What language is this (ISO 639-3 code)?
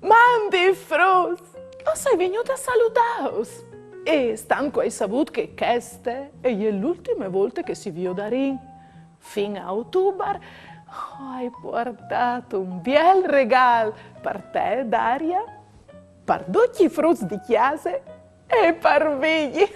fur